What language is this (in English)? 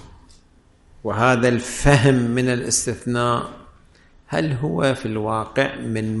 Arabic